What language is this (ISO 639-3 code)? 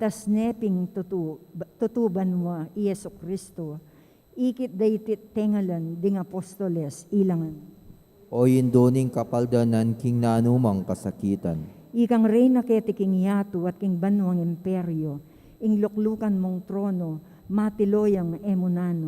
pam